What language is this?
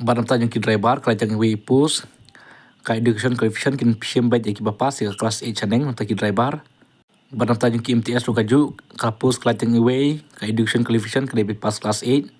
Khasi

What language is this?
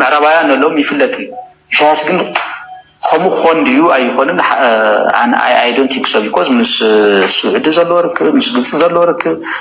Tigrinya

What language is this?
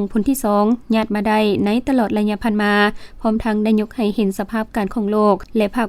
Lao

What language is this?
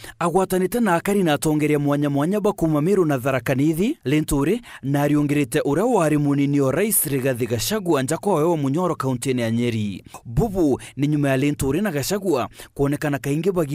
Meru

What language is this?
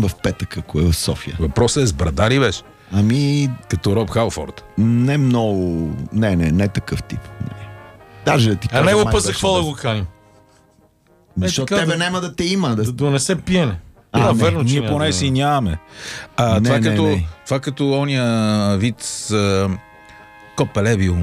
Bulgarian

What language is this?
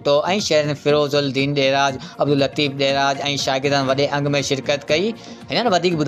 Sindhi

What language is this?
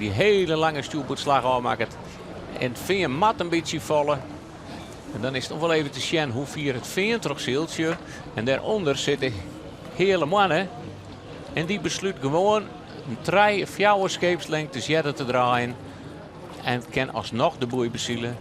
Western Frisian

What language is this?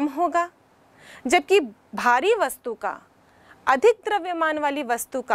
Hindi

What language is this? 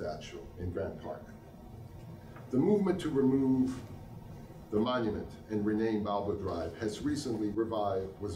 English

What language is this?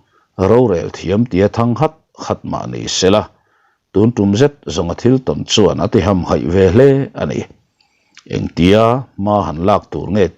Mizo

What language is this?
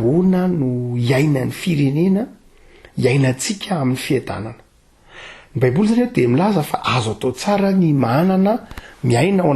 Malagasy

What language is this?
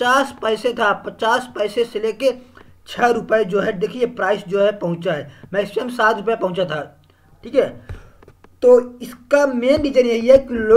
Hindi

